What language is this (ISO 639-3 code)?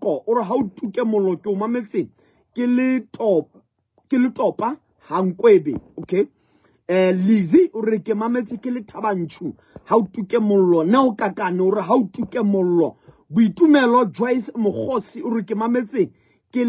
sot